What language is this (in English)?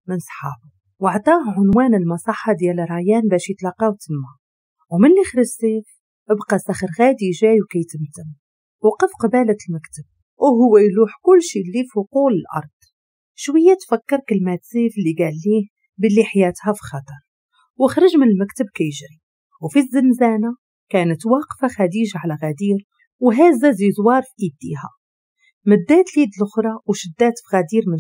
Moroccan Arabic